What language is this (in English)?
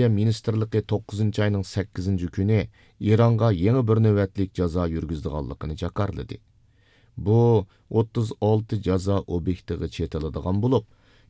Uyghur